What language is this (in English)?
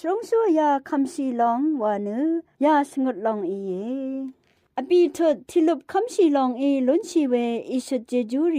Rawang